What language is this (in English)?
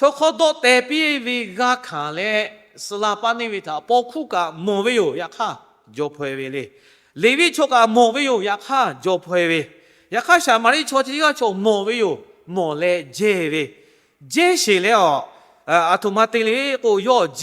Lahu